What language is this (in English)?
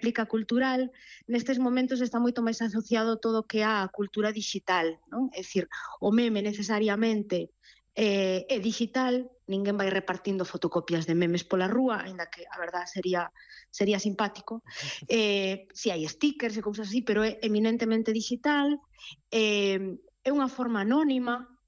Galician